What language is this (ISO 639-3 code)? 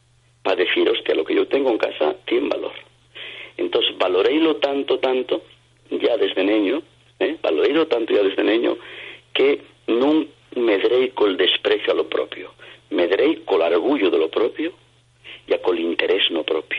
ast